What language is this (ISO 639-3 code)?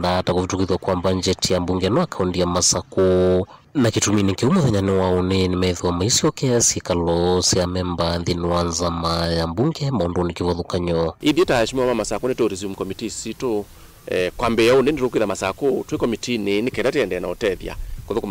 kam